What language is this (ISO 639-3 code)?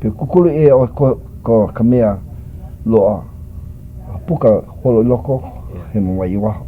haw